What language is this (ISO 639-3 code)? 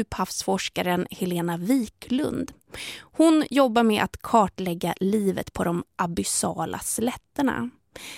swe